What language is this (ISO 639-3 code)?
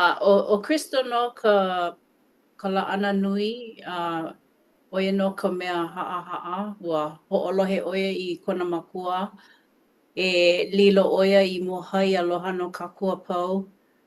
haw